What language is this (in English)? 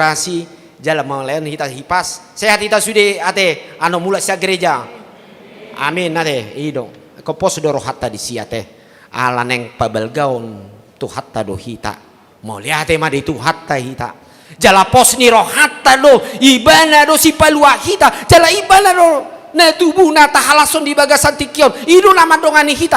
Batak Toba